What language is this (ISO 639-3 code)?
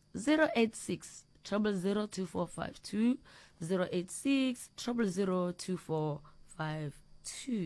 nso